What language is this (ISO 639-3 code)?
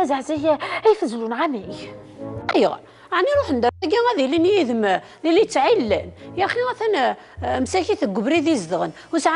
kab